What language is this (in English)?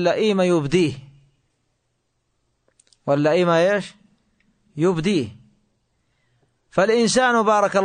Arabic